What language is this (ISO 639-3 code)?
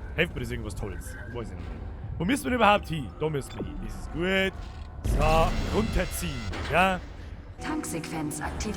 bar